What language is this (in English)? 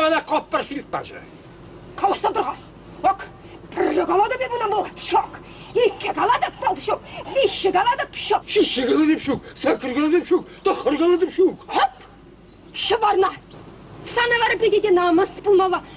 Chuvash